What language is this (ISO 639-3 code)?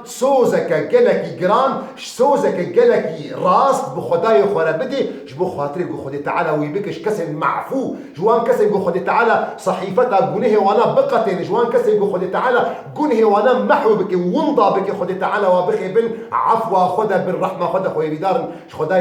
kur